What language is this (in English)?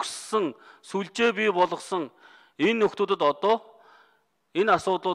Mongolian